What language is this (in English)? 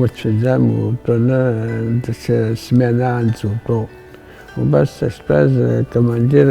Abkhazian